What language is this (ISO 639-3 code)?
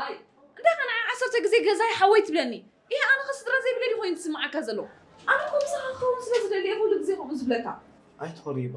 tir